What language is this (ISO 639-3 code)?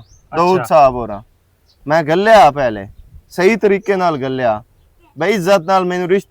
lah